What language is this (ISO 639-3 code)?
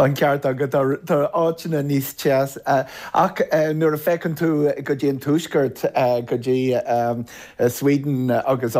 gle